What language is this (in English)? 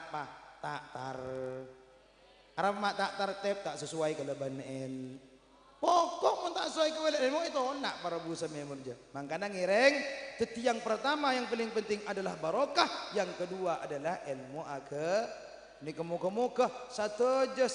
Madurese